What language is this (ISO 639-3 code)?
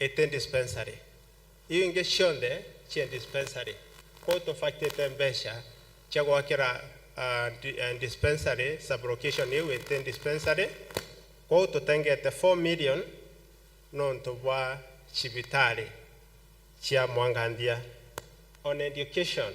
mer